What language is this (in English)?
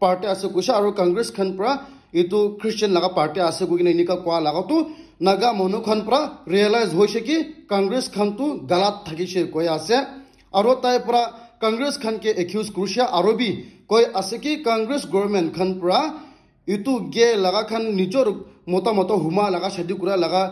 Naga Pidgin